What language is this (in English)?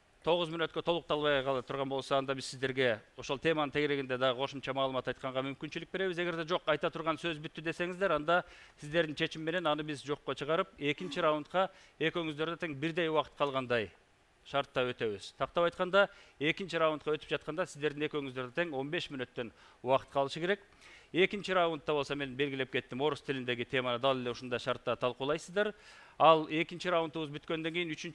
Kyrgyz